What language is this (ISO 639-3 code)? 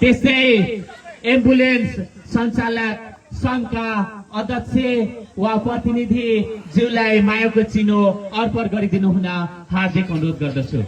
nep